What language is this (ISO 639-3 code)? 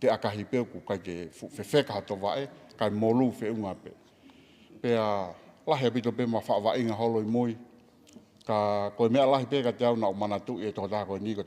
ton